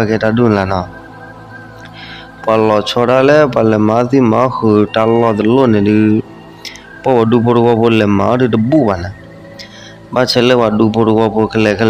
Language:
S'gaw Karen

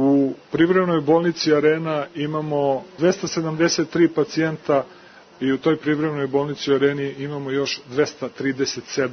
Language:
Serbian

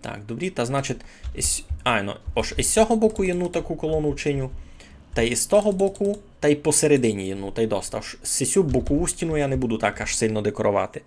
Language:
Rusyn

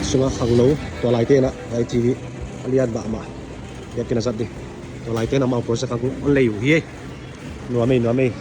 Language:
Tedim Chin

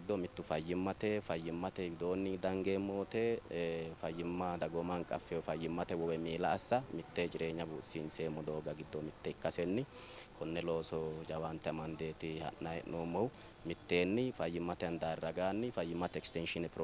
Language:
Sidamo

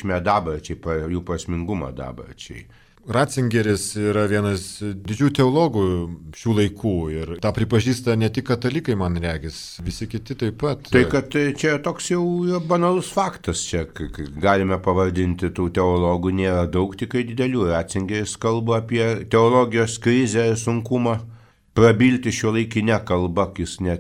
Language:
Lithuanian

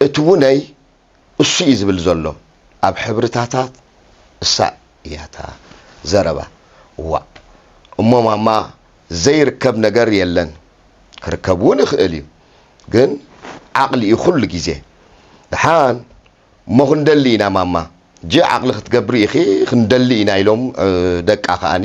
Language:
Tigrinya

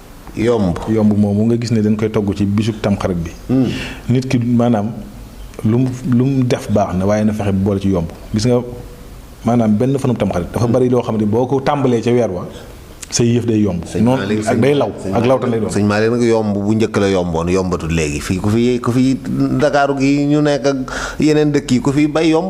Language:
Wolof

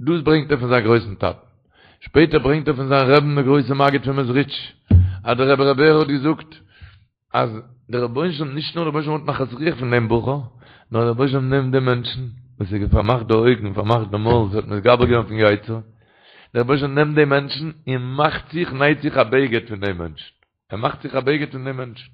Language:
Yiddish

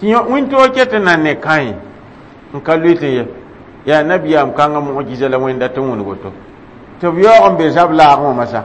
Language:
Mossi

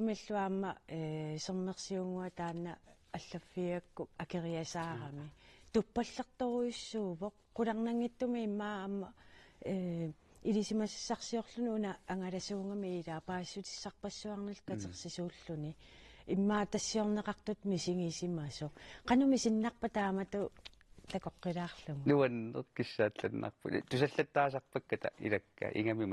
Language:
Kalaallisut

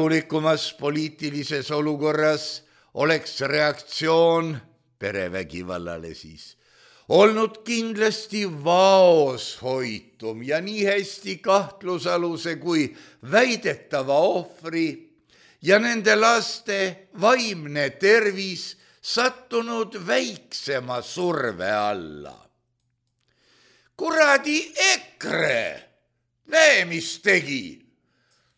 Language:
Estonian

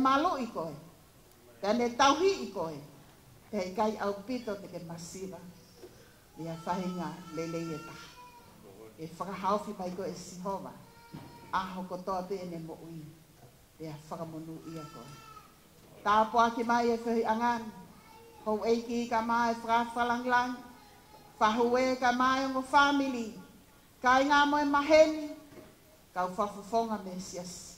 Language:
Tongan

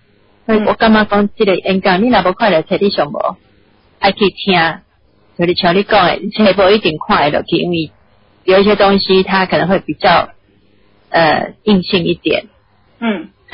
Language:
Min Nan Chinese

